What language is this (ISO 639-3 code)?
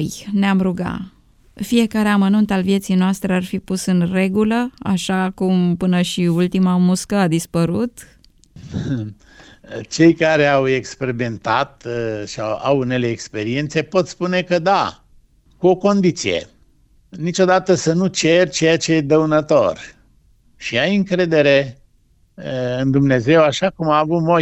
ron